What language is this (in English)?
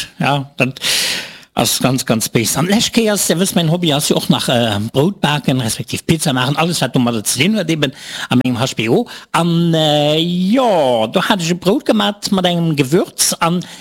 Luxembourgish